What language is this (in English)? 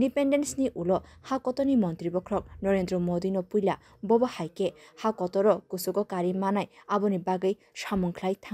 Kok Borok